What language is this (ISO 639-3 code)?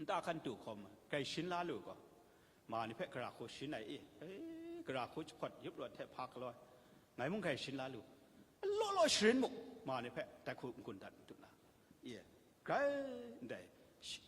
kac